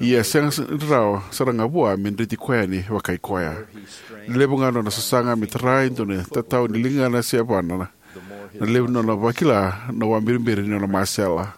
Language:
Fijian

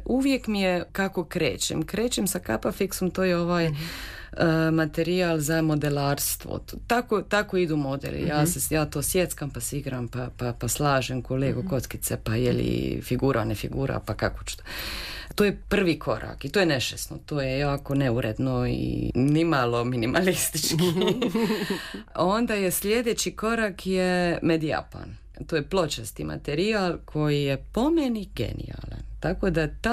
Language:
Croatian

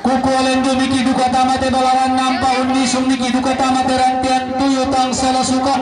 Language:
Toraja-Sa'dan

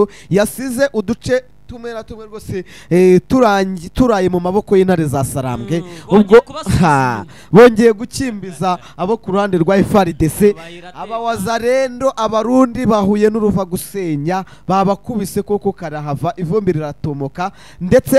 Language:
Kinyarwanda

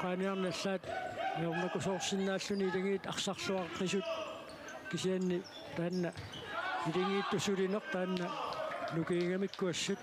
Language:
Kalaallisut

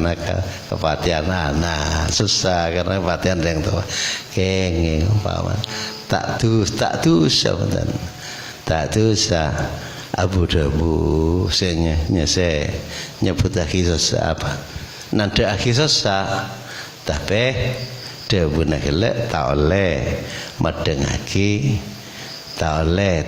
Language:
Madurese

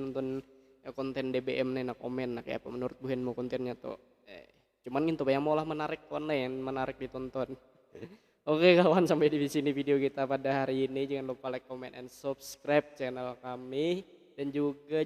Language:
Banjar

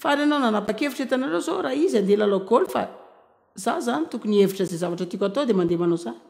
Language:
Malagasy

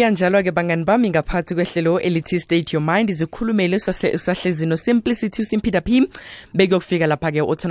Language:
South Ndebele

